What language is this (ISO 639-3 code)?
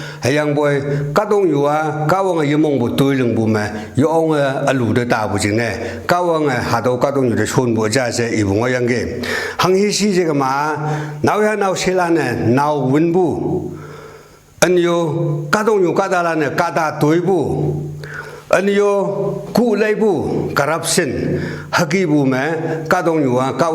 nbe